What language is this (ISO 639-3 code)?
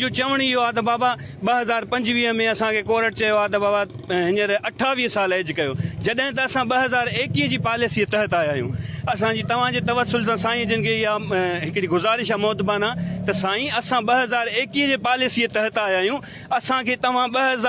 snd